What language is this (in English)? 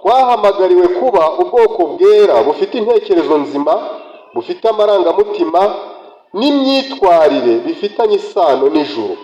Kinyarwanda